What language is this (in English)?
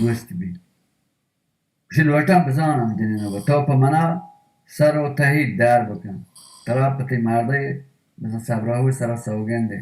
Baluchi